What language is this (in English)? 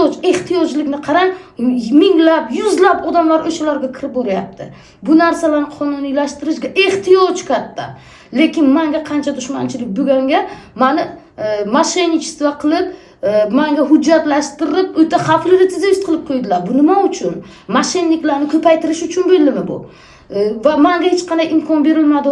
Uzbek